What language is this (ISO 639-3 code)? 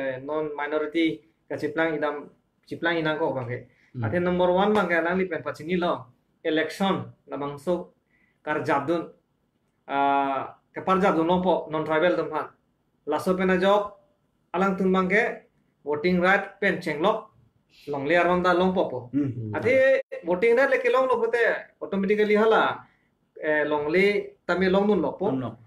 mjw